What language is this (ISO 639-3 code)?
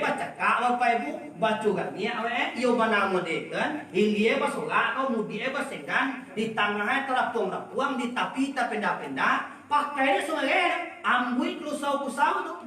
min